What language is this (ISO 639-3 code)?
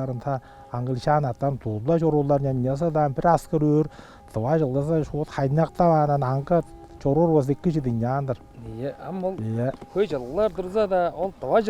tyv